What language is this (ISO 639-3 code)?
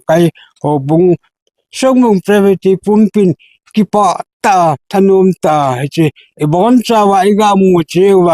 tcz